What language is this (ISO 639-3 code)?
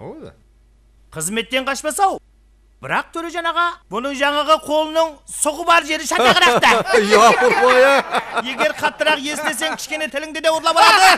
kaa